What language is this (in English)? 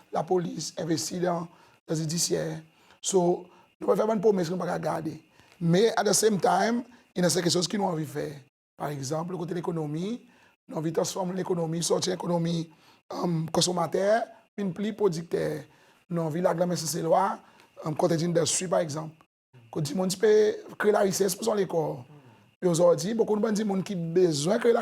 Seselwa Creole French